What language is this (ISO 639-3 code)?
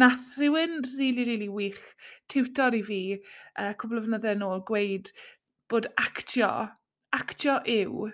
cym